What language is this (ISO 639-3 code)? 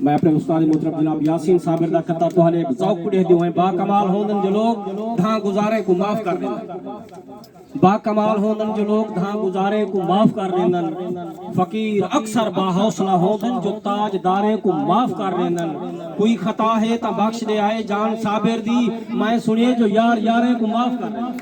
skr